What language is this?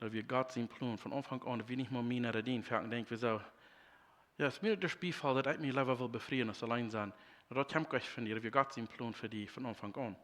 Plautdietsch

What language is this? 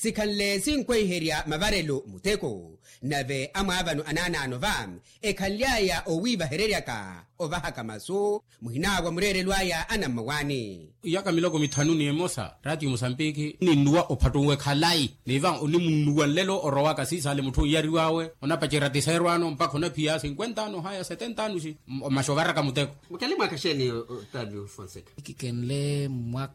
Makhuwa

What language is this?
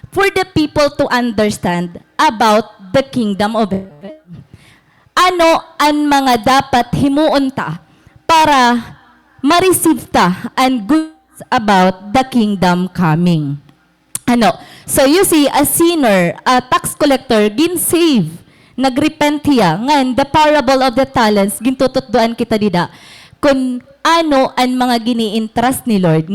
Waray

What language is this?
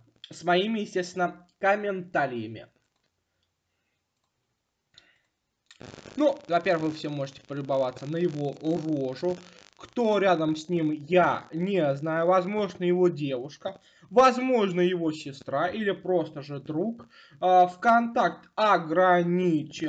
Russian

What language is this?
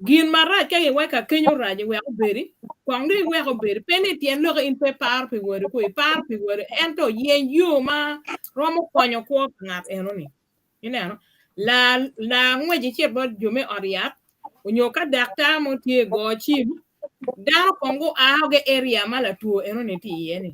Acoli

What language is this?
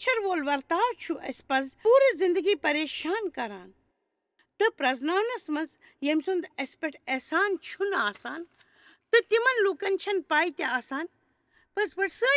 Kashmiri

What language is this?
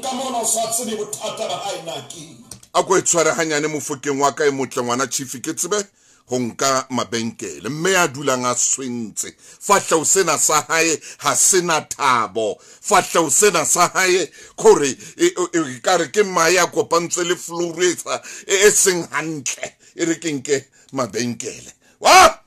Southern Sotho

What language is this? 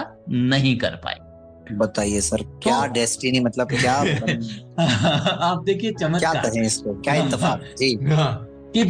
Hindi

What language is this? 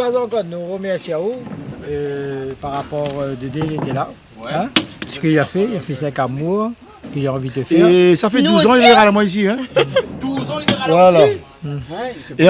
Réunion Creole French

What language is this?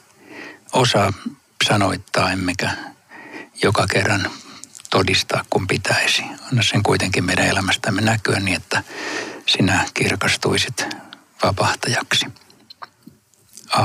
Finnish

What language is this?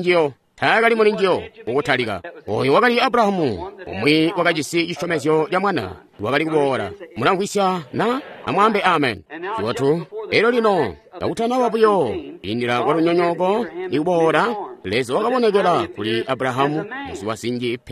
Tonga (Zambia)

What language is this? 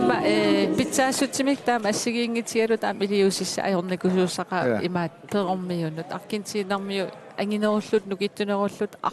Kalaallisut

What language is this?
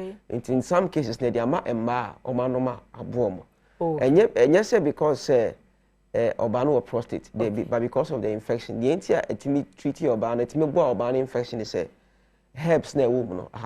Akan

